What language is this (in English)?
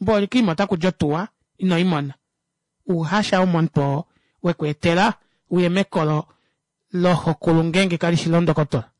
Kuanyama